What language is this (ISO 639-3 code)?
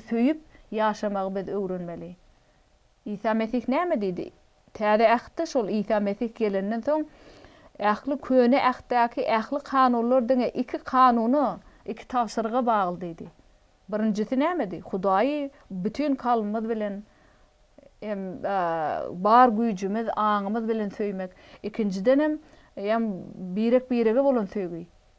tuk